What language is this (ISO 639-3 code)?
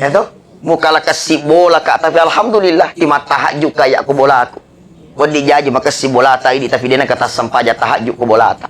bug